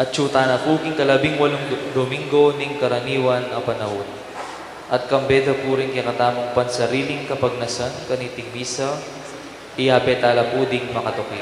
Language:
Pampanga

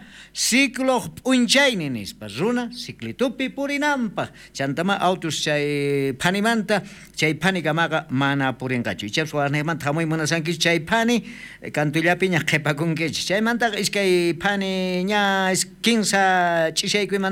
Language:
South Bolivian Quechua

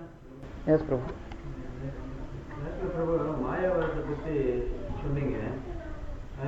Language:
Tamil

